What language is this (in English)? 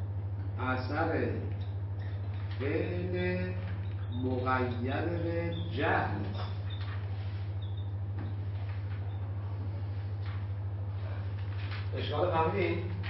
Persian